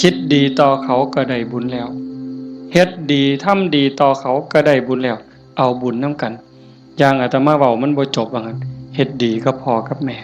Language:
Northeastern Thai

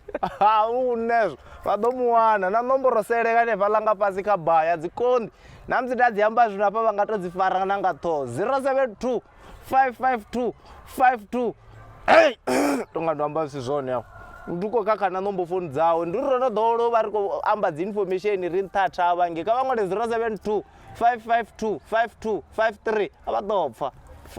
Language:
Venda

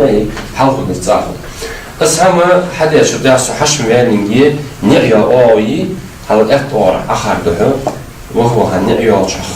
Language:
Ingush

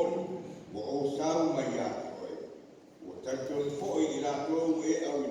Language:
Samoan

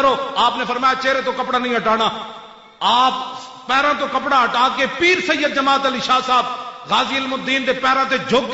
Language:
Western Panjabi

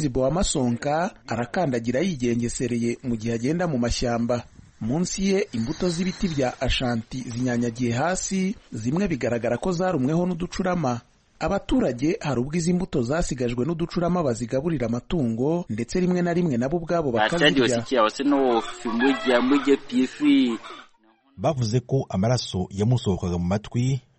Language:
Kinyarwanda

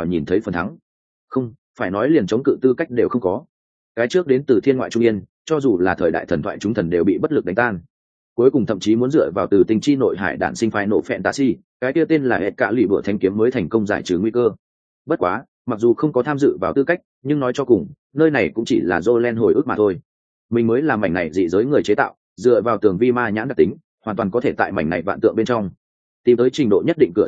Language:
Vietnamese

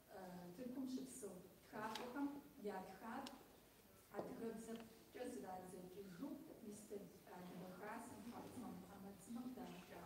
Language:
Kabardian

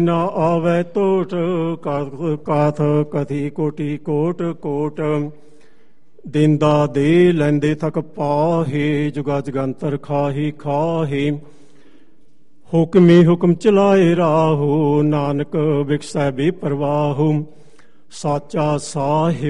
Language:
Punjabi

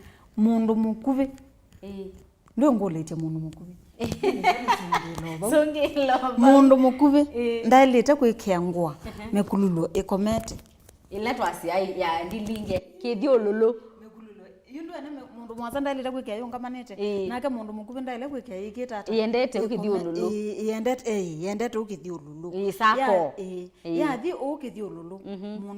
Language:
Kamba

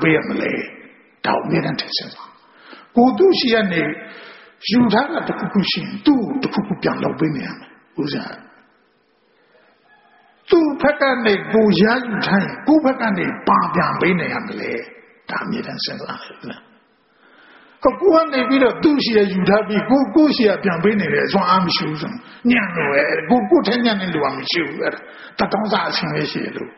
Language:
Burmese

